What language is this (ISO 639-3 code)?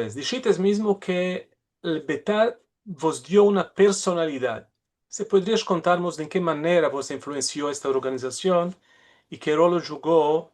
lad